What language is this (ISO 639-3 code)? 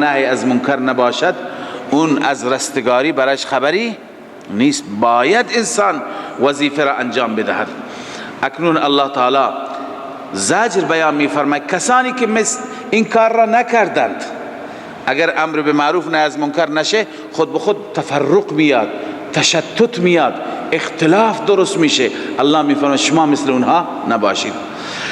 fas